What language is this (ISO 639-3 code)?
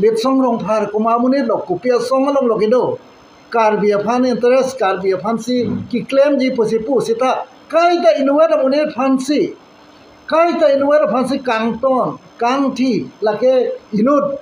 mjw